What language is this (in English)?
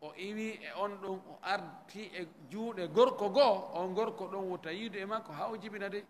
Fula